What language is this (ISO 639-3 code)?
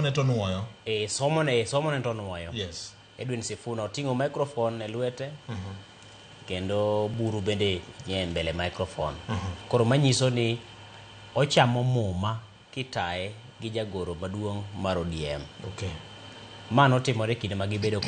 luo